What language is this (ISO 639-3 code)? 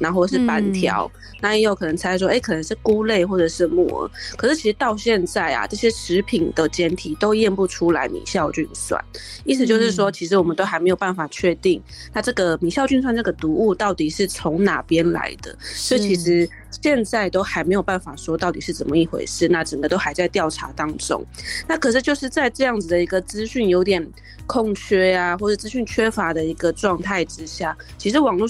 zho